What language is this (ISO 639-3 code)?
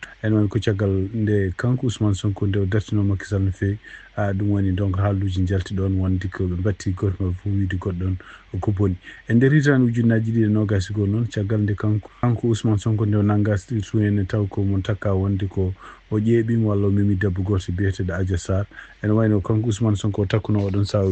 ful